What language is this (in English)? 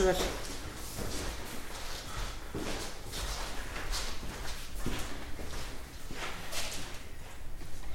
Icelandic